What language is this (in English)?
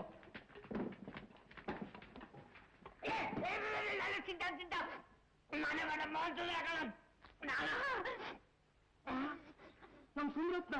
Kannada